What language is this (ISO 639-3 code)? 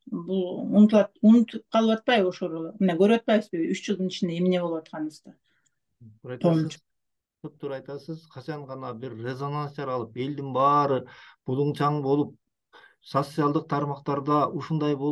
kir